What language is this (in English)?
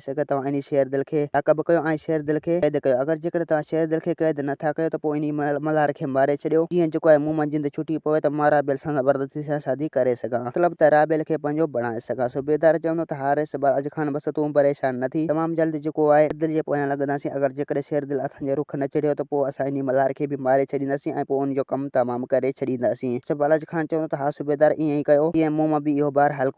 Sindhi